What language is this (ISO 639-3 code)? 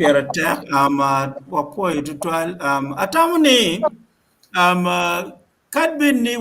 ach